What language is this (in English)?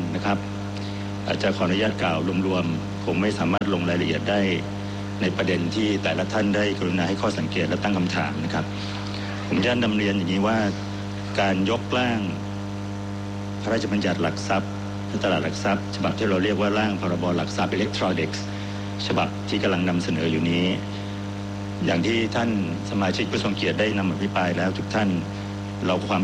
Thai